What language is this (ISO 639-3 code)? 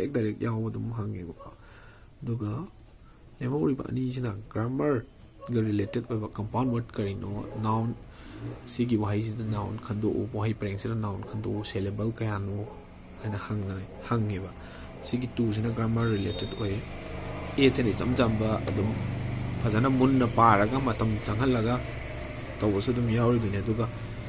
mni